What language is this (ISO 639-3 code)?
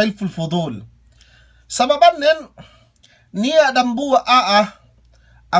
yka